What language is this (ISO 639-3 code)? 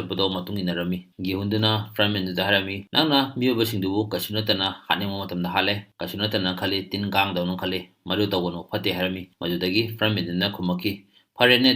mni